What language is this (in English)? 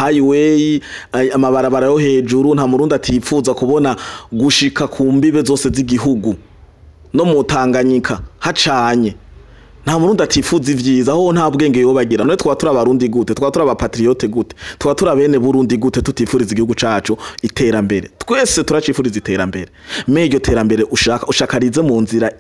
Rundi